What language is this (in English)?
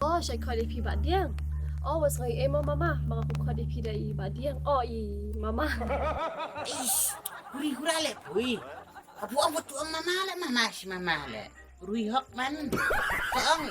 Khasi